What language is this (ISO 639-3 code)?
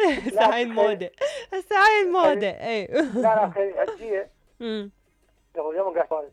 acm